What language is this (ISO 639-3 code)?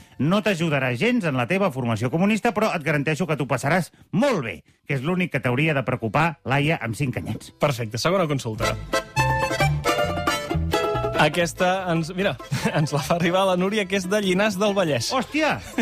cat